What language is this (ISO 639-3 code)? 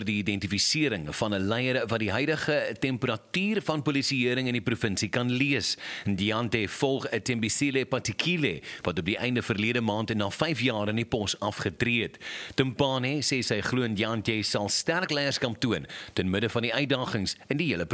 afr